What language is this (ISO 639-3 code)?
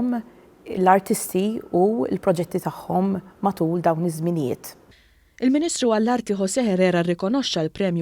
mlt